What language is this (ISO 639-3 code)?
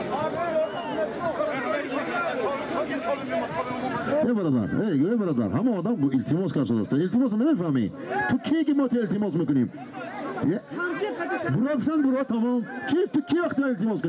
fas